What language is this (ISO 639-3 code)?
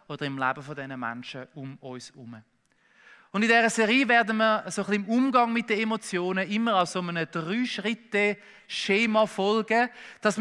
gsw